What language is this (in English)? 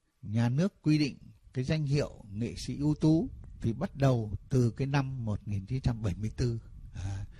Vietnamese